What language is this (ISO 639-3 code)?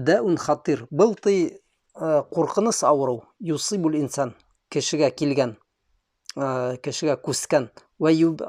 bak